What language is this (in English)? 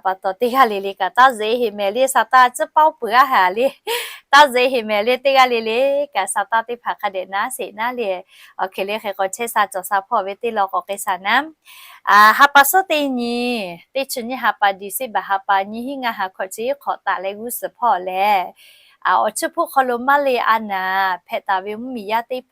Lahu